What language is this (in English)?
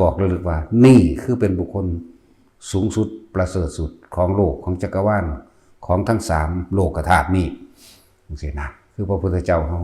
Northeastern Thai